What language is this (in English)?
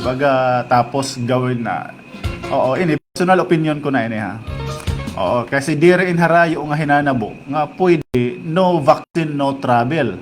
Waray